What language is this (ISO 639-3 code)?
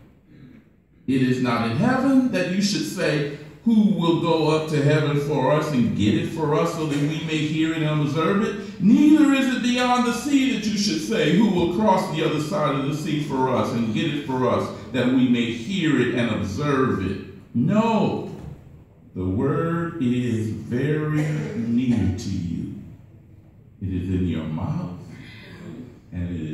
eng